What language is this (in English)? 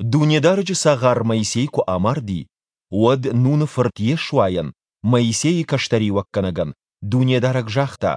Ossetic